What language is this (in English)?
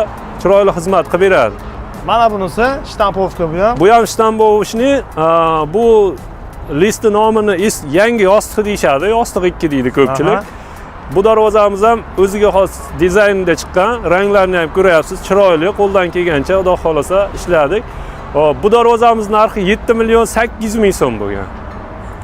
Uzbek